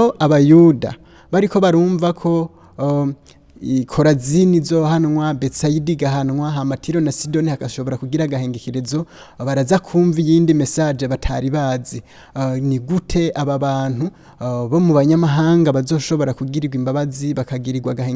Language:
Rundi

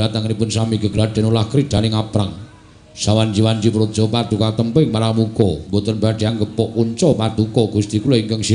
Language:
Javanese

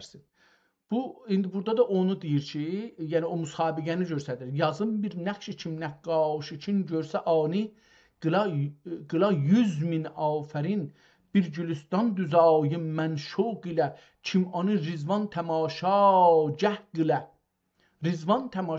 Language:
South Azerbaijani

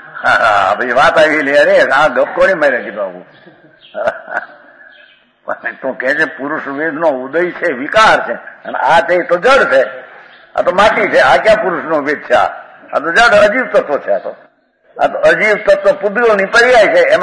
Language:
Gujarati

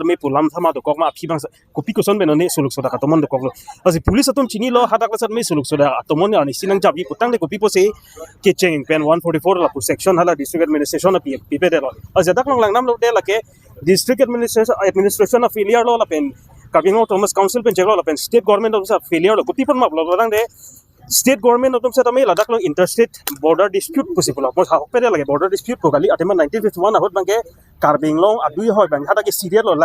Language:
Karbi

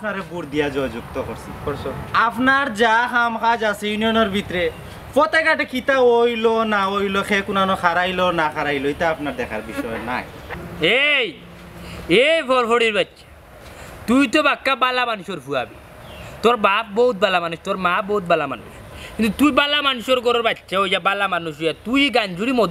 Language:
Sylheti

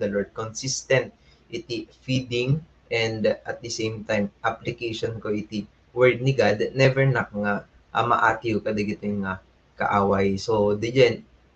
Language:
Iloko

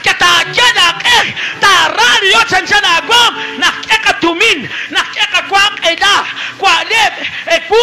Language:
Kekchí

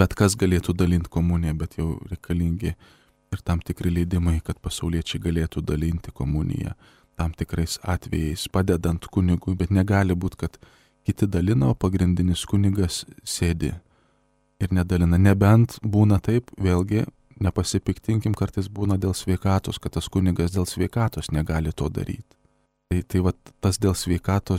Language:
Lithuanian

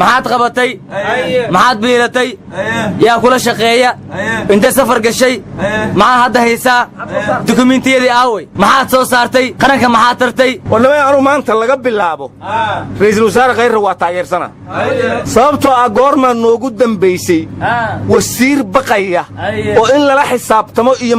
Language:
Somali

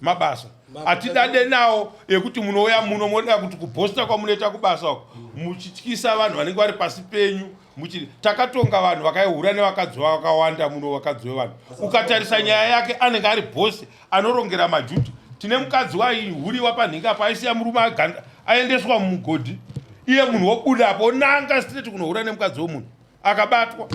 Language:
Shona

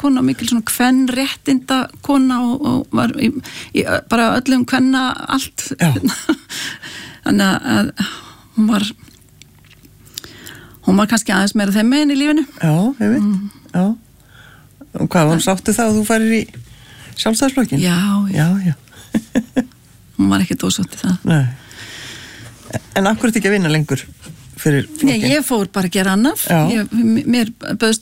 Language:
Icelandic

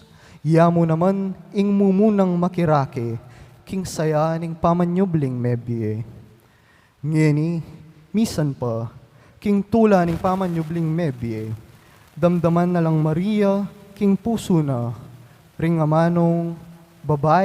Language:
Pampanga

